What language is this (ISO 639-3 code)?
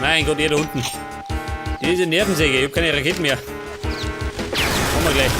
bar